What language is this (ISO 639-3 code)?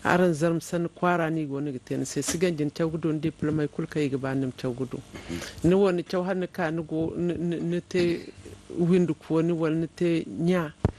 dje